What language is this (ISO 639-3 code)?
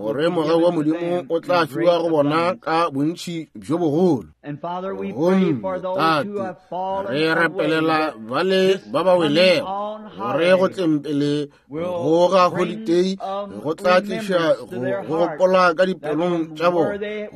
nso